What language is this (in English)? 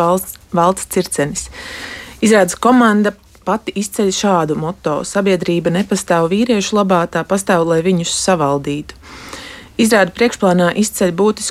Latvian